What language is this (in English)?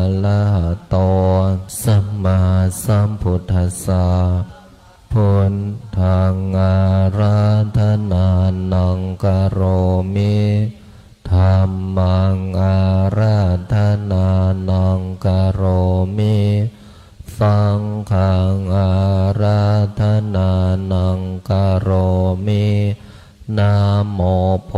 Pali